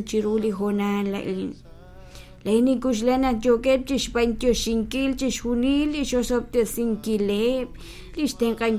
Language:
Kekchí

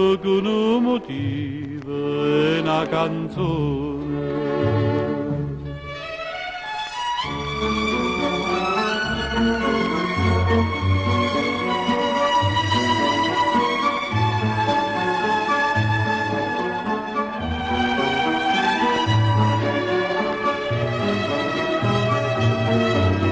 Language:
Italian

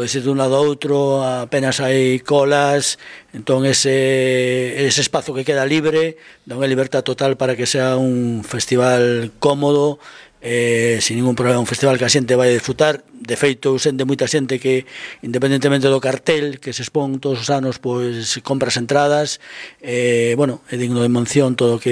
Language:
Galician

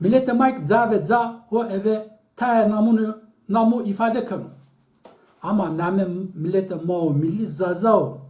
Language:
Zaza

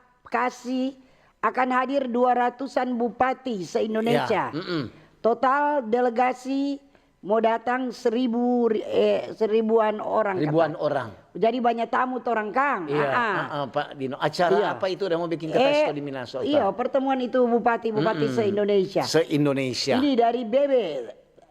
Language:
Manado Malay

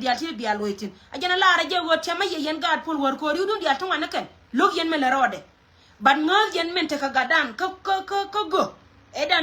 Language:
Nuer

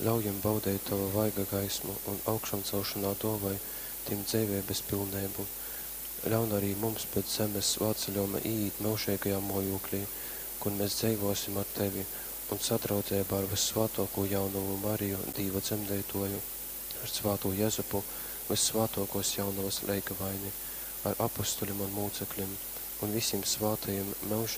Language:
Latgalian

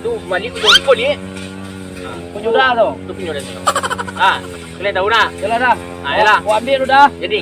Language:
Minangkabau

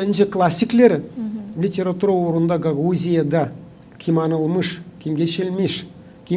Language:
Gagauz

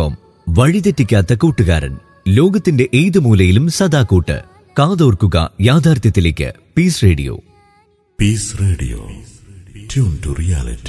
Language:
Malayalam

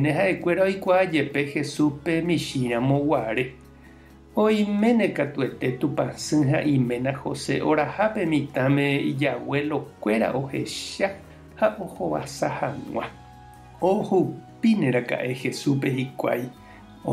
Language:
Guarani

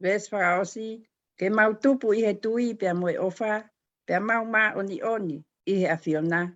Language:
Tongan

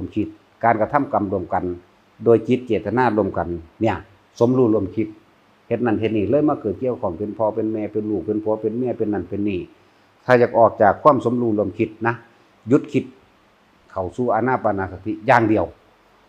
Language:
Northeastern Thai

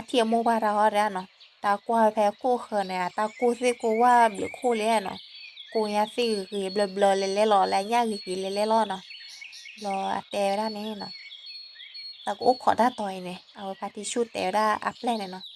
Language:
S'gaw Karen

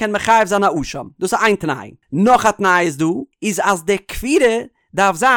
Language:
Yiddish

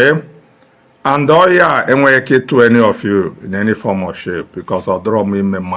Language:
Igbo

